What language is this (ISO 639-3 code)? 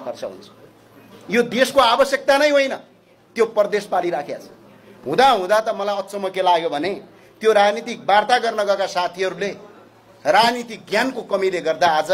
nep